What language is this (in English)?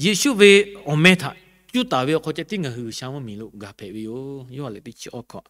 Lahu